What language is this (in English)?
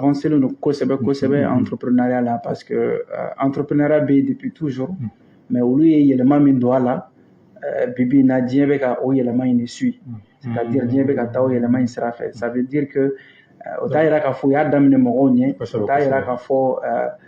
Bambara